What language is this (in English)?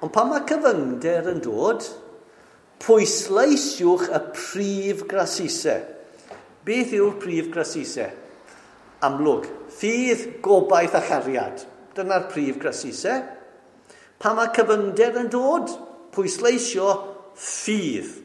Welsh